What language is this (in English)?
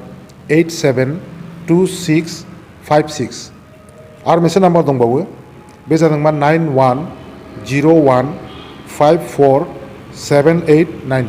Bodo